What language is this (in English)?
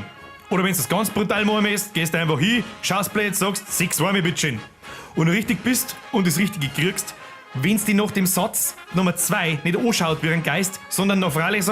Bavarian